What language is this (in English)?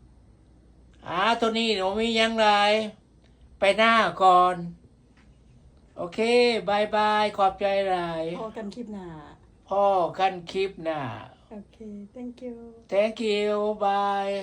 Lao